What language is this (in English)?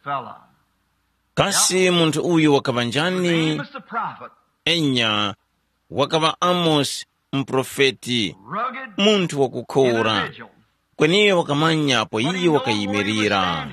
Tumbuka